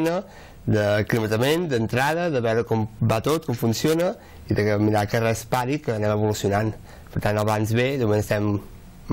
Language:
Catalan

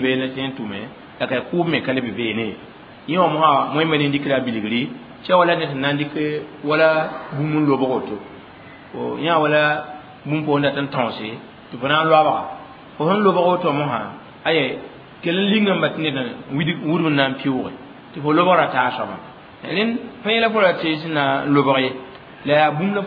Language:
Mossi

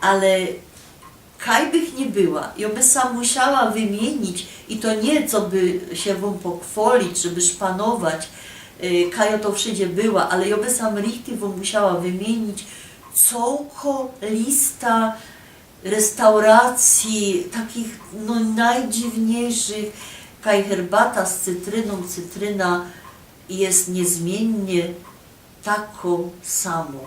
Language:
Silesian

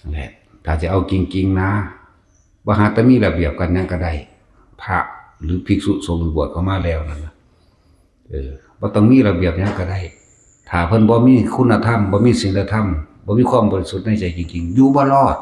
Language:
Northeastern Thai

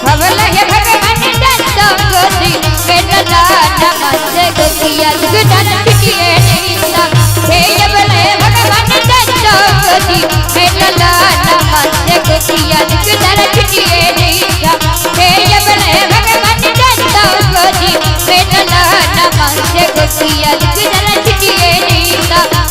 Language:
Maithili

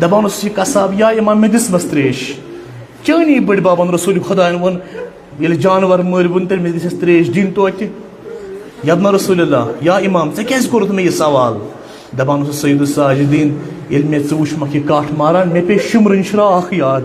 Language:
Kashmiri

